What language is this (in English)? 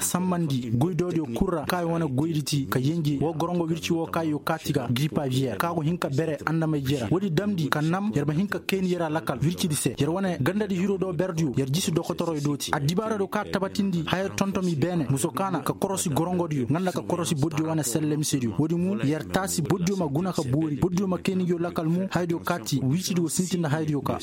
Koyraboro Senni